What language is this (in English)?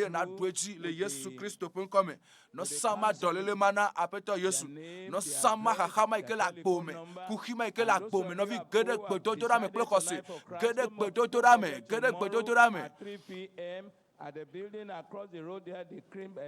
Ewe